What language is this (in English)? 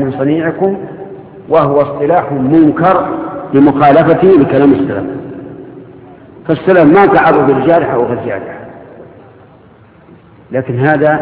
Arabic